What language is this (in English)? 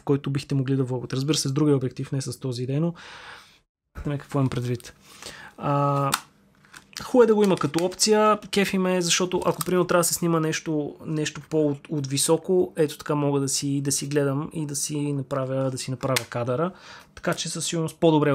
Bulgarian